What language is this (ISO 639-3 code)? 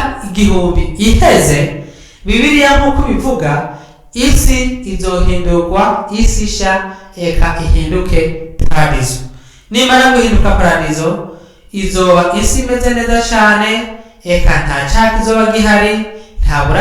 run